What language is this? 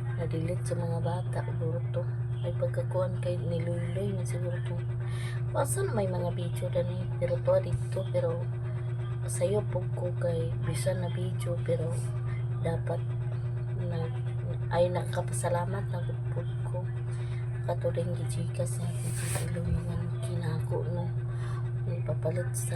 Cebuano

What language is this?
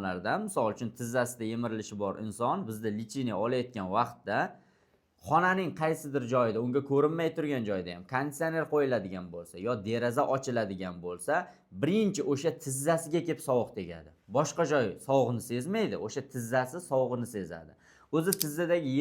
Uzbek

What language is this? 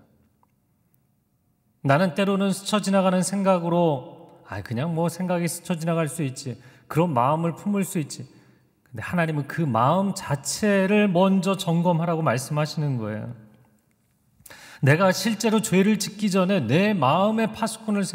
Korean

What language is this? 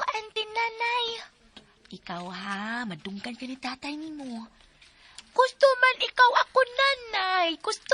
Cebuano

